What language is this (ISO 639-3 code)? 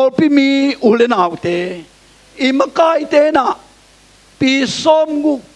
ctd